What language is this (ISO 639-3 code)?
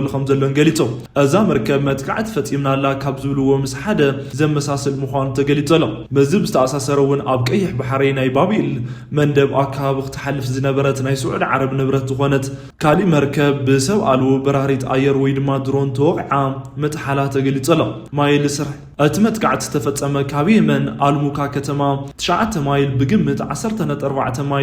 tir